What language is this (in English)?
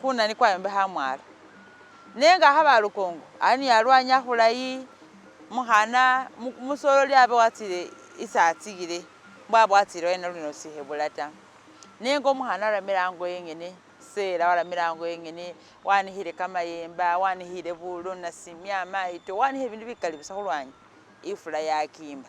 Masaaba